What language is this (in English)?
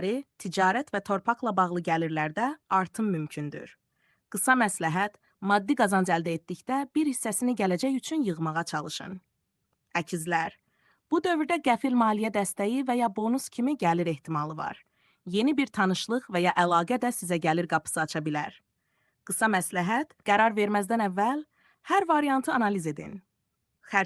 Azerbaijani